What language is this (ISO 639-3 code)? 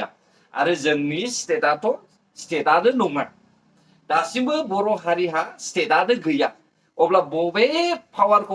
brx